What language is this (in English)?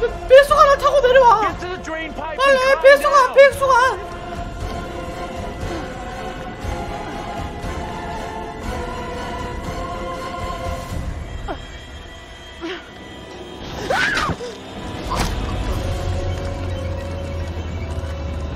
Korean